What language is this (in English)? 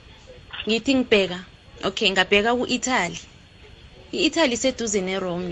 South Ndebele